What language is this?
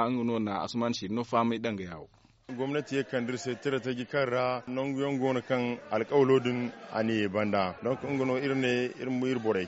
Zarma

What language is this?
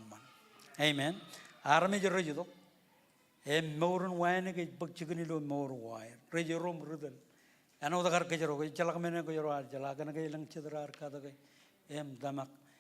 Marshallese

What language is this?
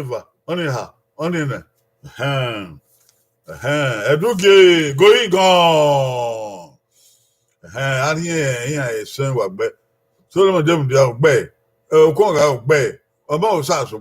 Bini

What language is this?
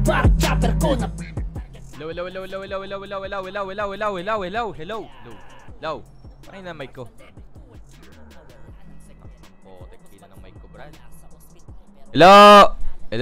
Filipino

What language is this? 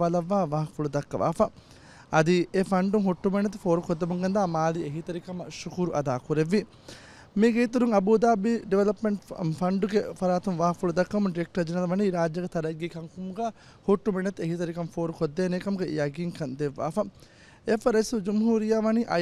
Divehi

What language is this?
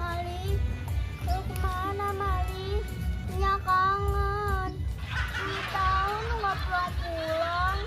Betawi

